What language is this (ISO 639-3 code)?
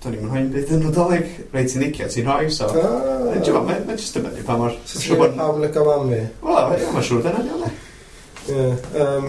cym